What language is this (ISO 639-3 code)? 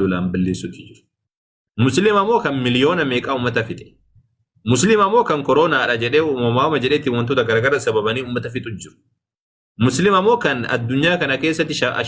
orm